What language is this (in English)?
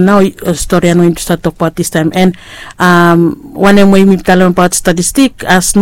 Bislama